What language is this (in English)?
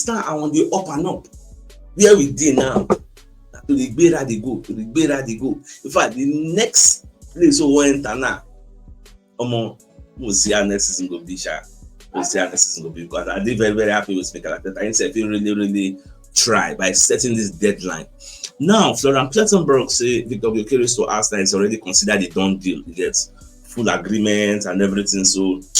Nigerian Pidgin